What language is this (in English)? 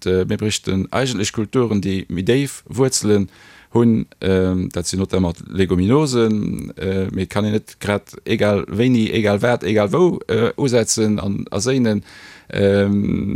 Luxembourgish